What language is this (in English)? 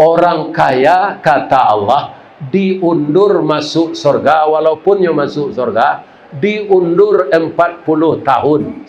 Minangkabau